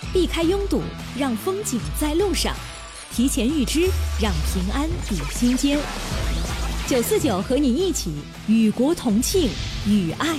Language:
Chinese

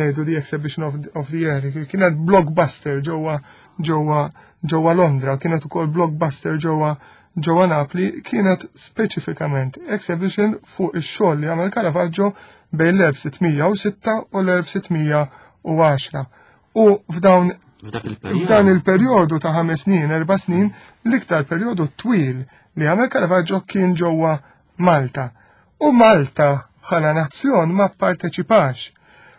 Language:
Maltese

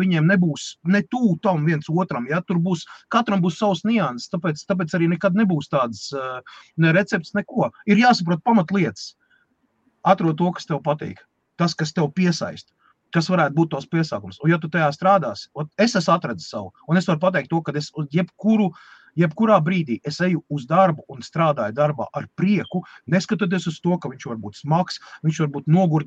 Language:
Latvian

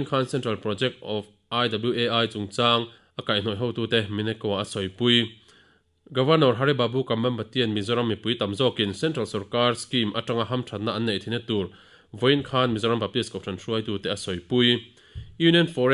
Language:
Mizo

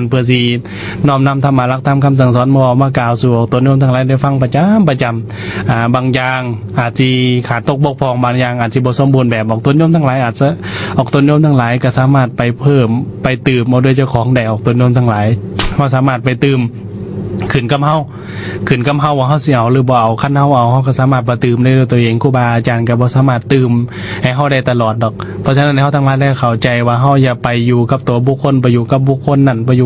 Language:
Lao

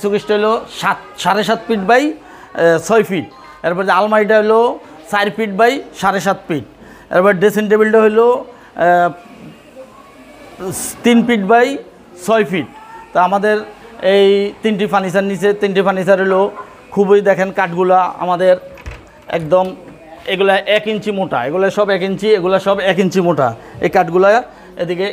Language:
Bangla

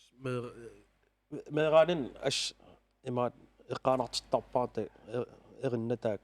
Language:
Kalaallisut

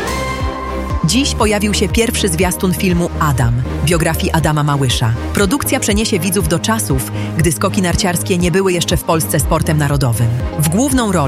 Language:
Polish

